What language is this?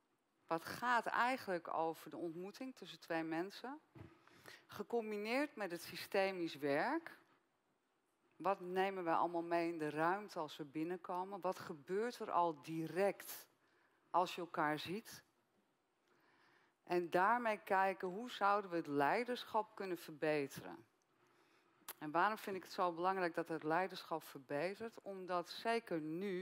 Dutch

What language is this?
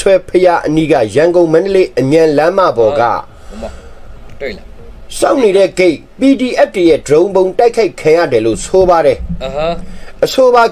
Burmese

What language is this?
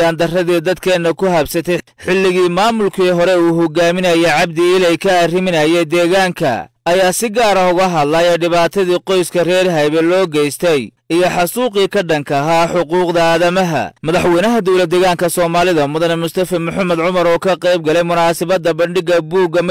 Somali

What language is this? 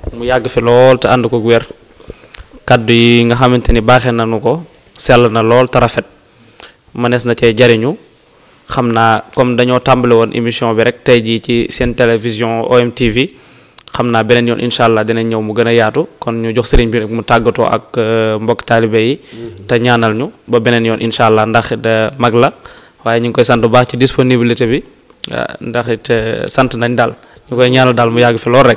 Wolof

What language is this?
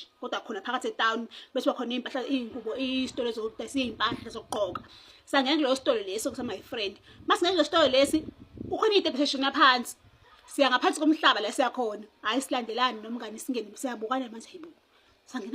Zulu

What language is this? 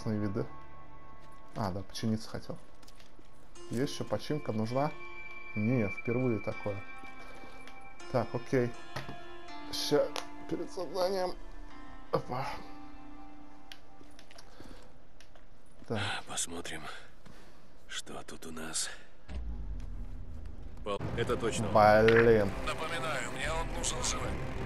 Russian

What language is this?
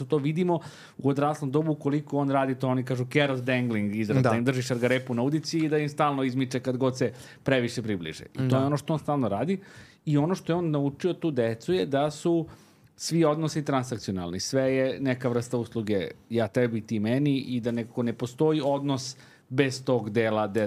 Serbian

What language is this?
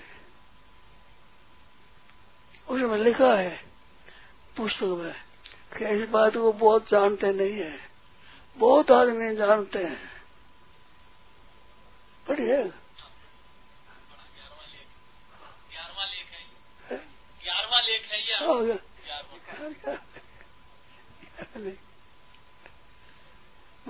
Hindi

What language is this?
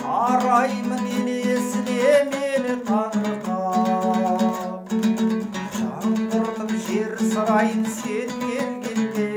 Kazakh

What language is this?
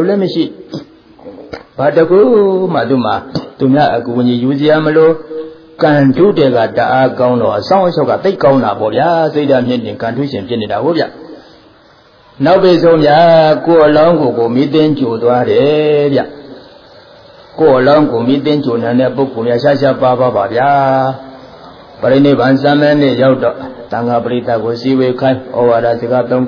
Burmese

